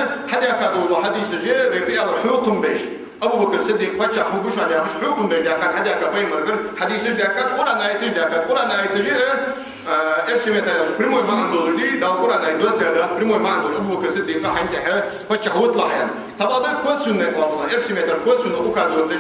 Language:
Ingush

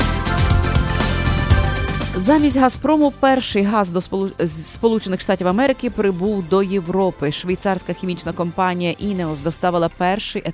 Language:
Ukrainian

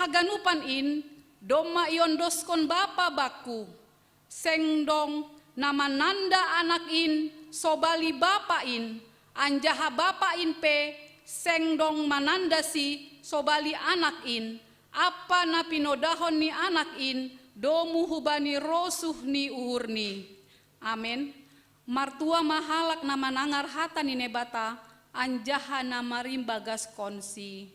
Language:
Batak Simalungun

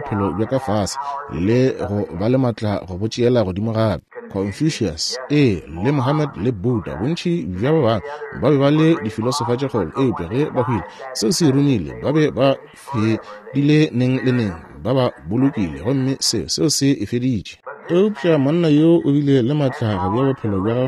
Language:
Northern Sotho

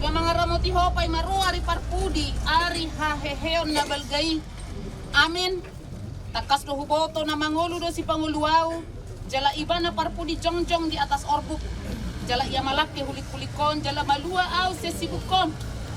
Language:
Batak Toba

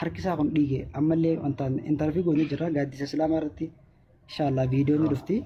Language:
Oromo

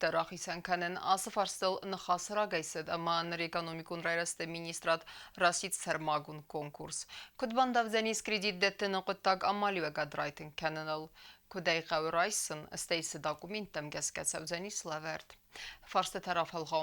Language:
Ossetic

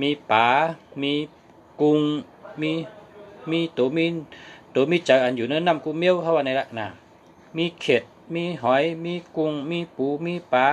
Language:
Shan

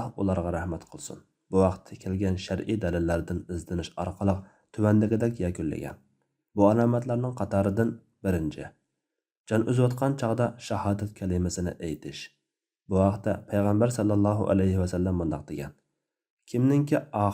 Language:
Uyghur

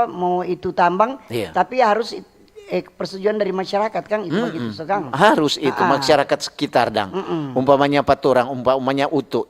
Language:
Manado Malay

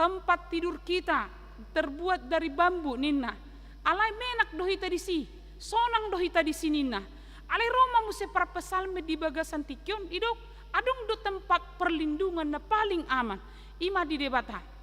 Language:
Batak Toba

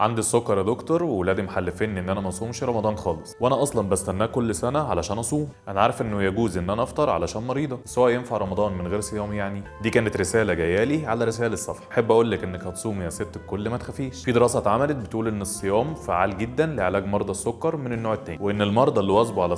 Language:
Egyptian Arabic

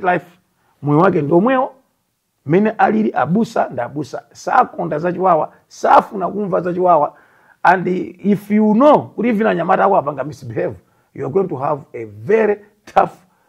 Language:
Nyanja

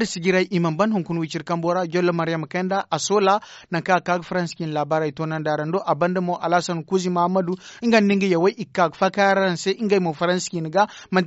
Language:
Zarma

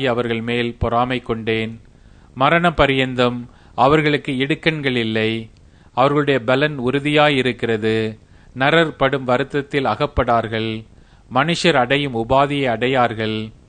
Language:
Tamil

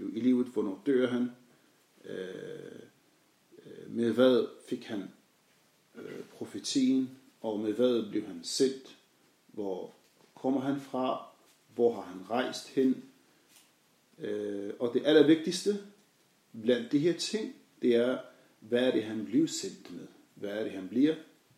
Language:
Danish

